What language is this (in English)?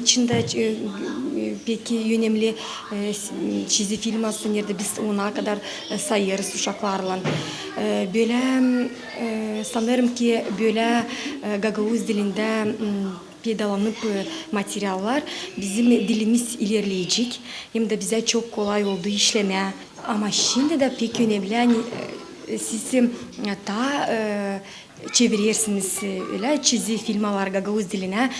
Gagauz